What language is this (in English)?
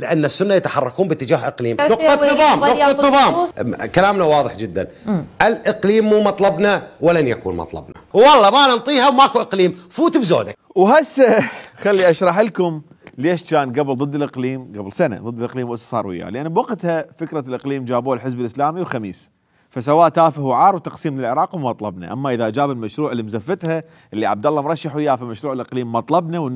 Mesopotamian Arabic